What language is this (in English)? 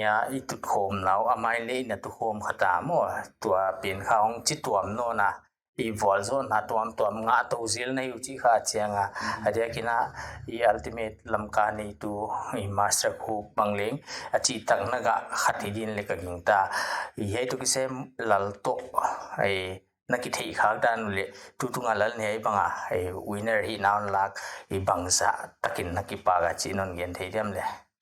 Paite Chin